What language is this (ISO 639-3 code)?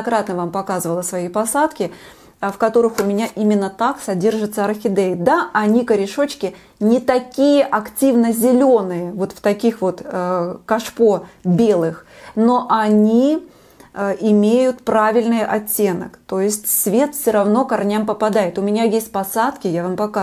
rus